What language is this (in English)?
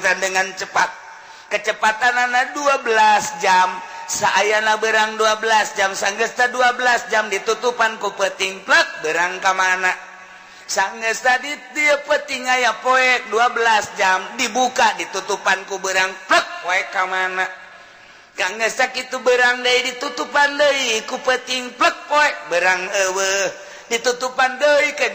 Sundanese